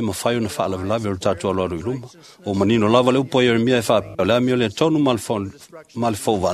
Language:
Samoan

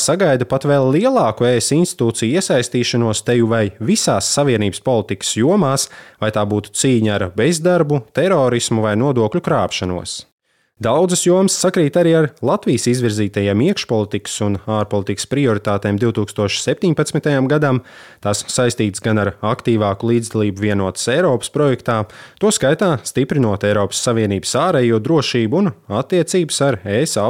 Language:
Latvian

